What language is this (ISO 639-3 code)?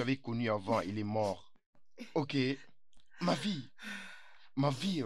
fra